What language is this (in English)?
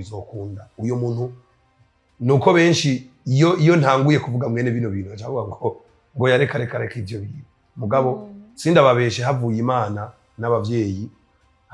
Rundi